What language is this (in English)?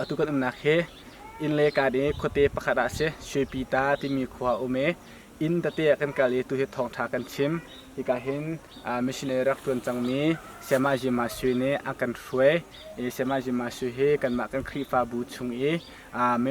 Hakha Chin